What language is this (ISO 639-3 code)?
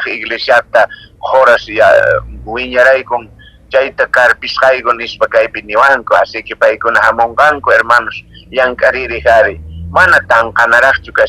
que